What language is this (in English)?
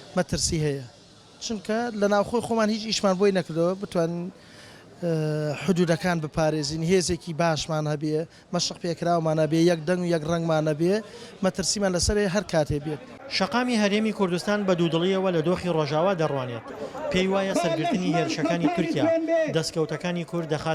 Central Kurdish